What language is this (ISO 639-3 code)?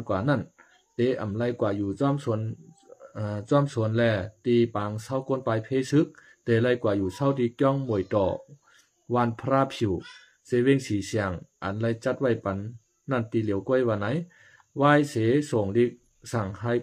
shn